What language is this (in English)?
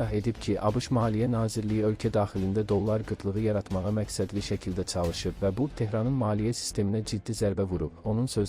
Azerbaijani